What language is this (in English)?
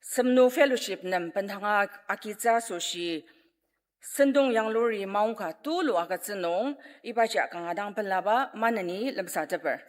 Ao Naga